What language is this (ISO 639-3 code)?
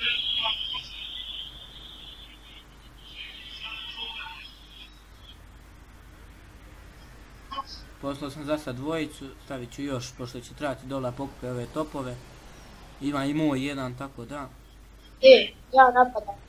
hrv